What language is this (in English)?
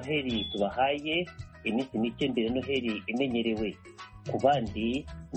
Kinyarwanda